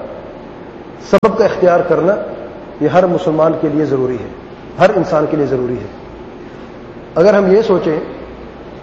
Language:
Urdu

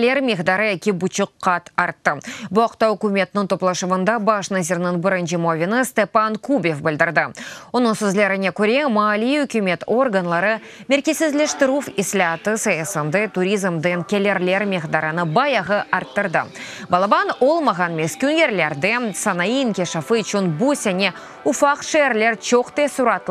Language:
Crimean Tatar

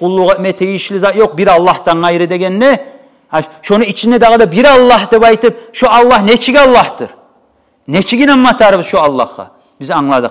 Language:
Kumyk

